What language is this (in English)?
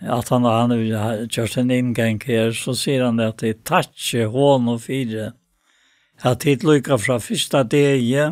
Faroese